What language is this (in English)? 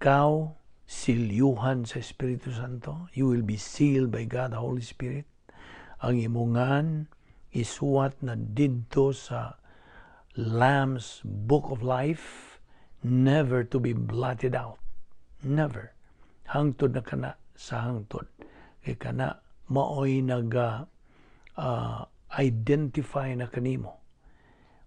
Cebuano